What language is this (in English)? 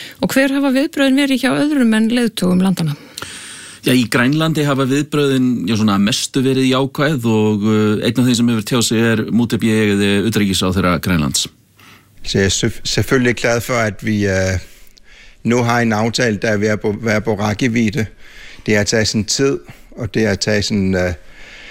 Icelandic